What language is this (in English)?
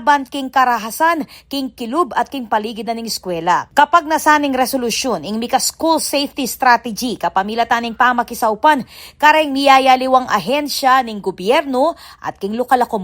Pampanga